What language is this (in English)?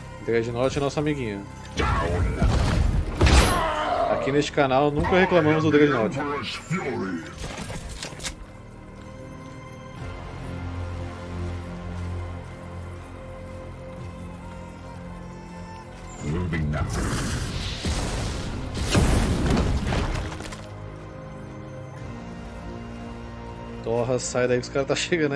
Portuguese